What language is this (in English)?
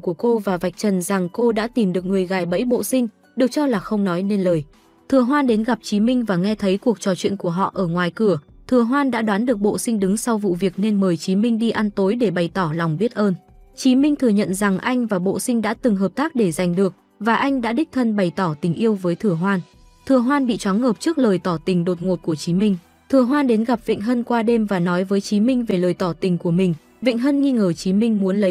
Vietnamese